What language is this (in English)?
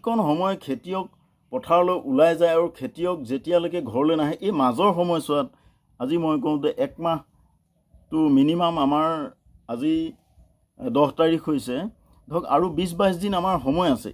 Assamese